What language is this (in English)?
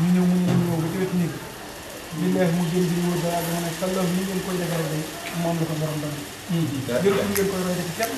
Wolof